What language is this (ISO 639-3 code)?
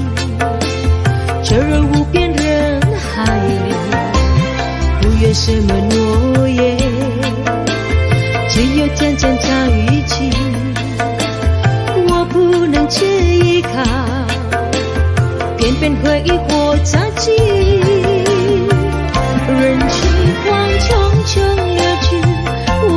zho